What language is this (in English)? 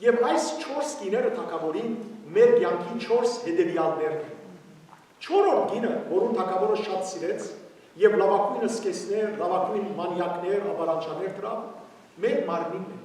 Western Armenian